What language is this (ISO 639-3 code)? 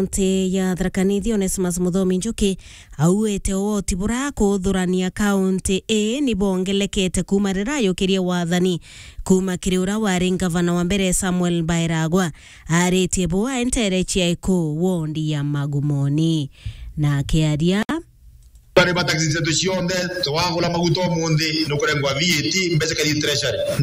mer